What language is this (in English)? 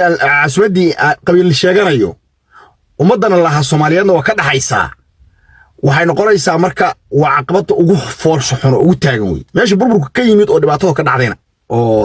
Somali